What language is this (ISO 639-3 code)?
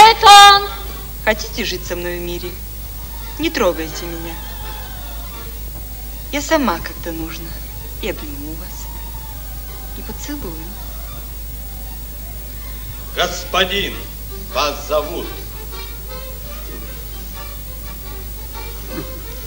rus